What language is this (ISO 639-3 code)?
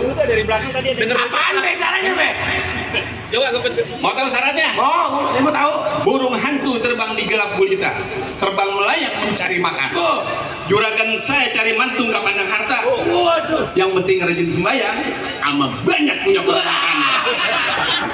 bew